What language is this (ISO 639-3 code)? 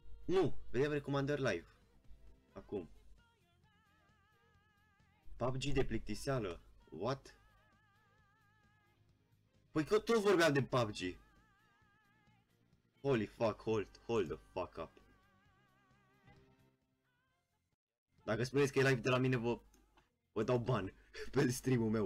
ron